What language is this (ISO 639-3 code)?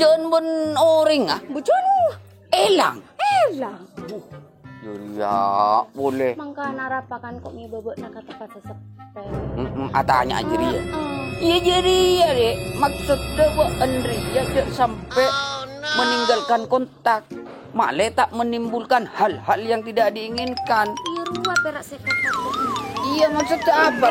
mad